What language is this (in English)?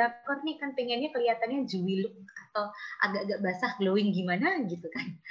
Indonesian